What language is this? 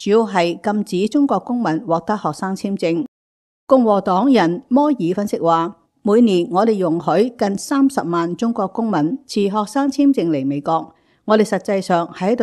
Cantonese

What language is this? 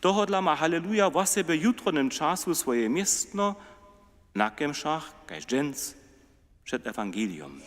Upper Sorbian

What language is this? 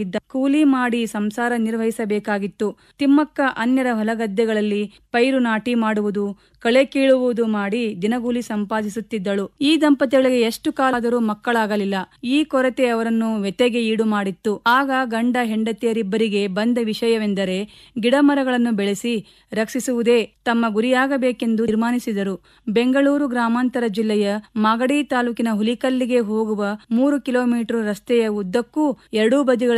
Kannada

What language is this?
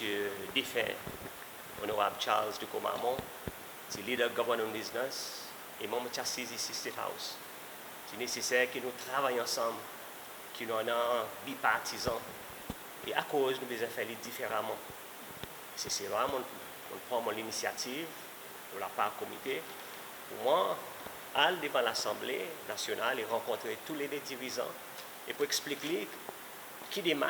Seselwa Creole French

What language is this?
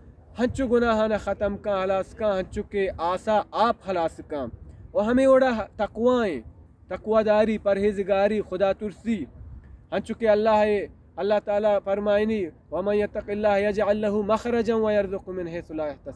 Baluchi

